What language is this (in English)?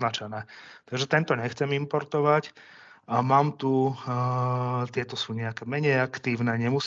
Slovak